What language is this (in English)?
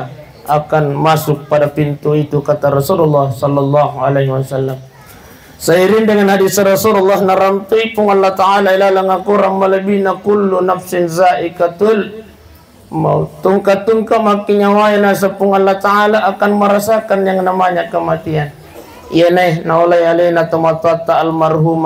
Buginese